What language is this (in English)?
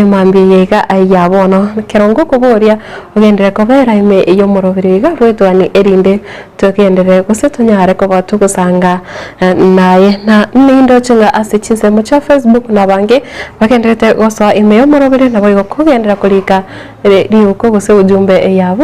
Gusii